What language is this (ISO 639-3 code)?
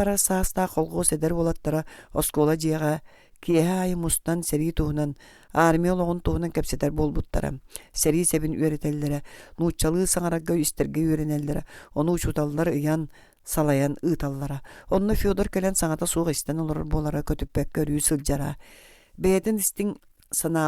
sah